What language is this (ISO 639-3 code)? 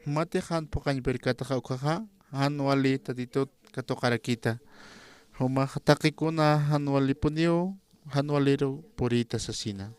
aym